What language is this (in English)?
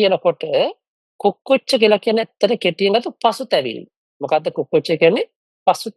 Sinhala